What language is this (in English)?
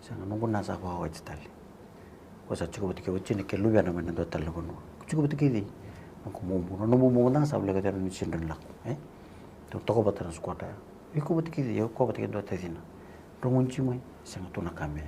Fijian